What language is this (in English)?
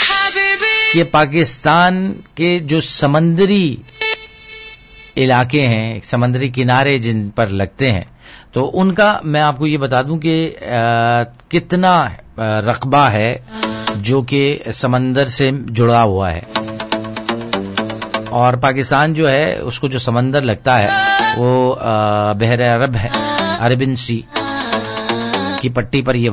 Urdu